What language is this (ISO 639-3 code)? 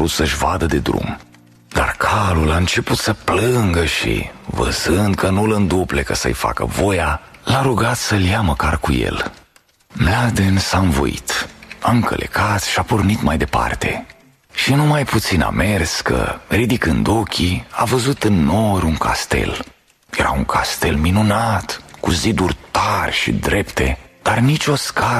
ron